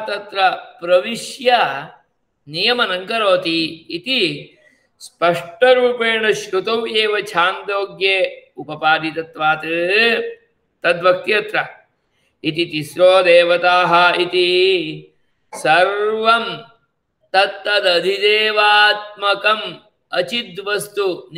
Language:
Sanskrit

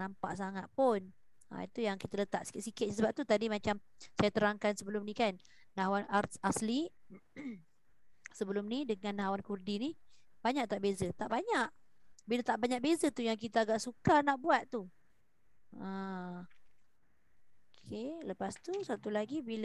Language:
Malay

